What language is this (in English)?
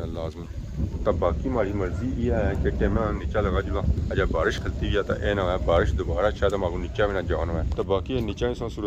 Pahari-Potwari